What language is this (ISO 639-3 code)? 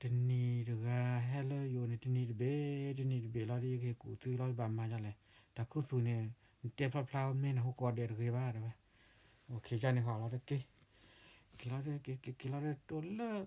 ksw